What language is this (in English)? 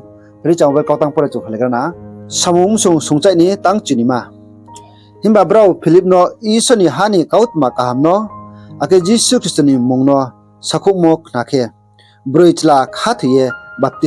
Riang (India)